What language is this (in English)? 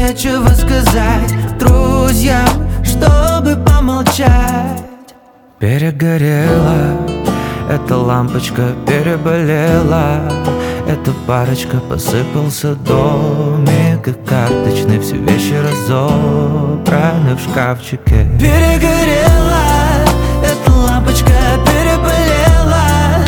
Russian